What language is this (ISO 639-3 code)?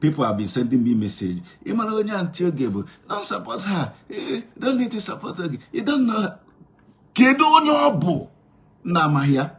ibo